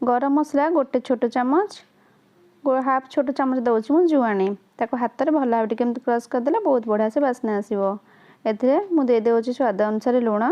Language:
Odia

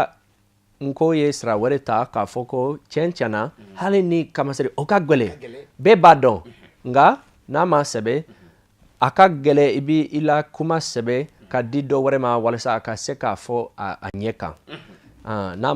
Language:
Bambara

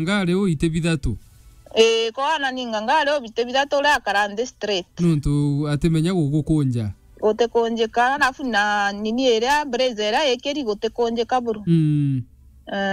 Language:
Meru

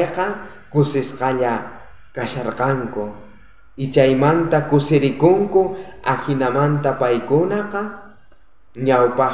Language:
South Bolivian Quechua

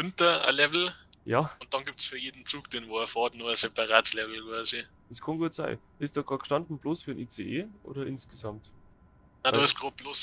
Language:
Bavarian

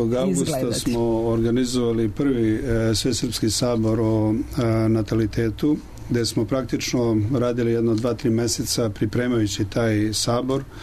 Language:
Serbian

